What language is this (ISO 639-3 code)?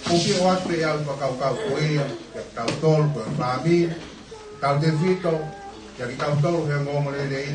ton